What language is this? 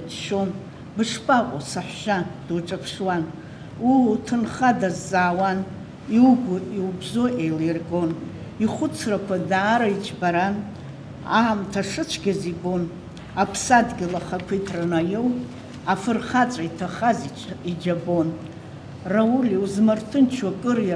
Abkhazian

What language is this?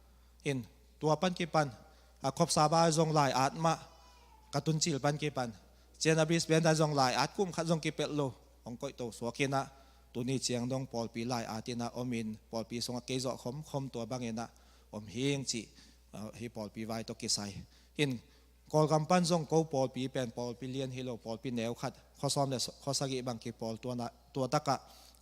Tedim Chin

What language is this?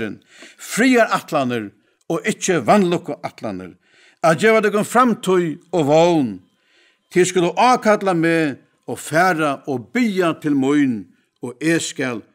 Faroese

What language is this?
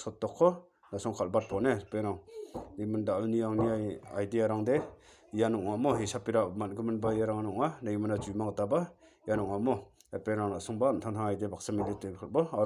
Garo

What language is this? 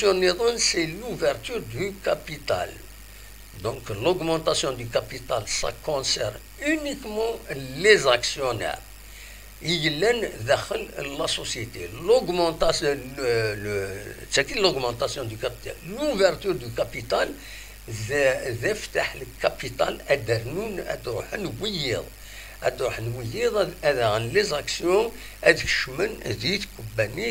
Kabyle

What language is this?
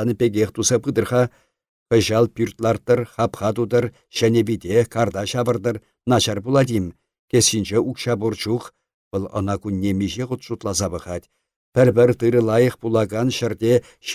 Chuvash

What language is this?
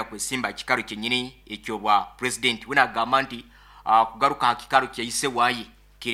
Nyoro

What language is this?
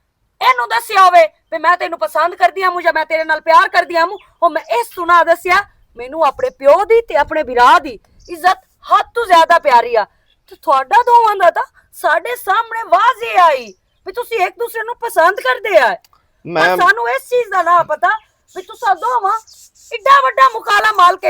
Western Panjabi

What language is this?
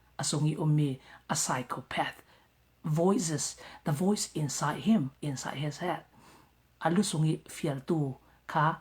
Falam Chin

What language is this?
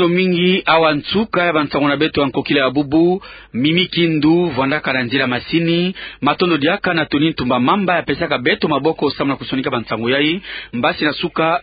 Kituba (Democratic Republic of Congo)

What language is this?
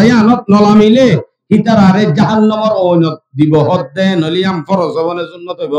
Rohingya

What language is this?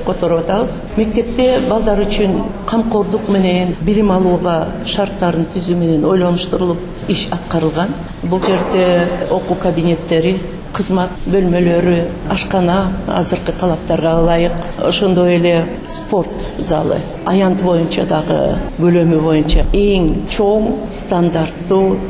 Kyrgyz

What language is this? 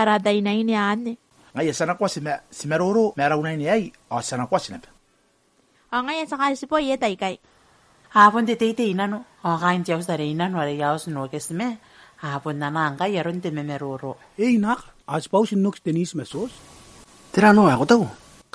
Gilbertese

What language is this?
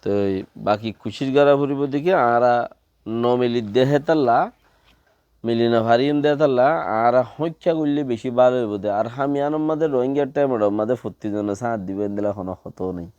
Rohingya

